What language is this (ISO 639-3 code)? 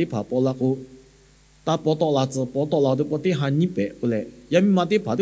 lhu